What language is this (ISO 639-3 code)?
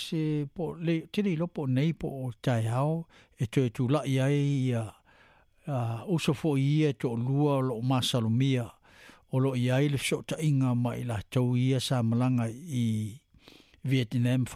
smo